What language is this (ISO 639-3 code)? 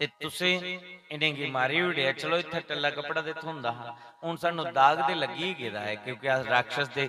doi